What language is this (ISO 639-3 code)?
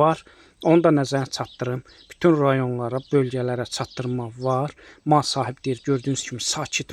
aze